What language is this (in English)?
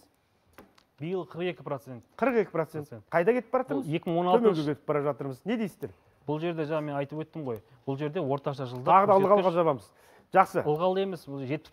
Kazakh